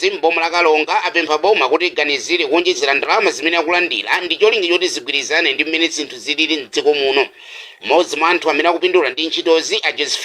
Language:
Nyanja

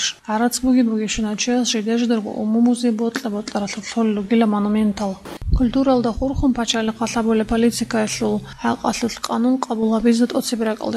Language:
Avaric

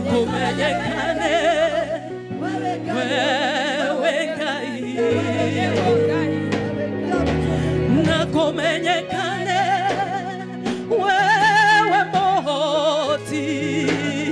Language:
Kikuyu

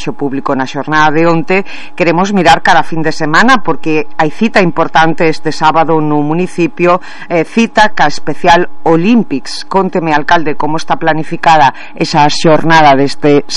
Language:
Galician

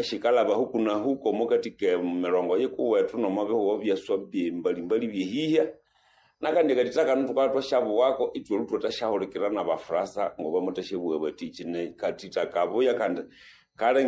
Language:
Nande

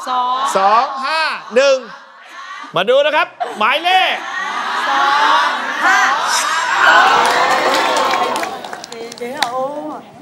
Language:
Thai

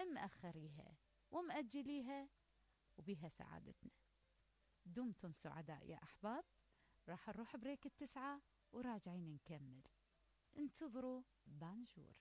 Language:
Mesopotamian Arabic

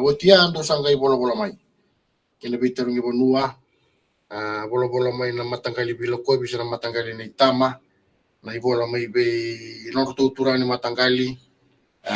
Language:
Fijian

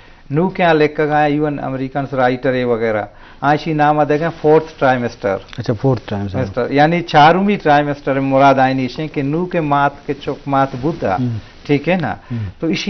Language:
Baluchi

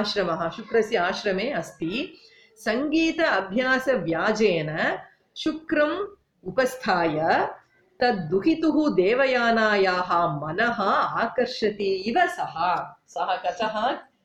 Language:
Sanskrit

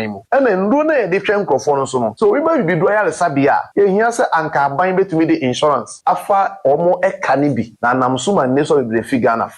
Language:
Akan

